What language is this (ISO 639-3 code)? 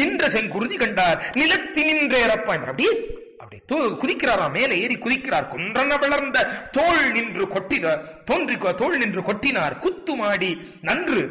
tam